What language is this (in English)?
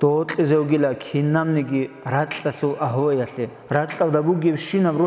Avaric